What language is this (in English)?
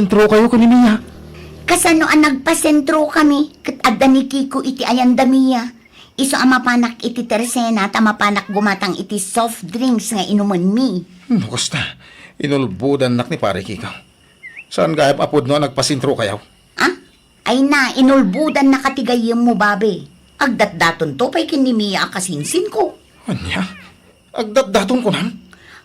Iloko